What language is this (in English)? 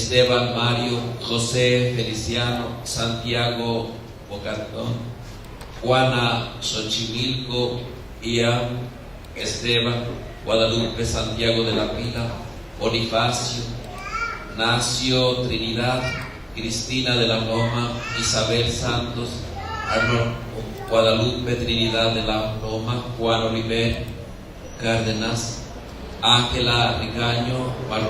Nahuatl languages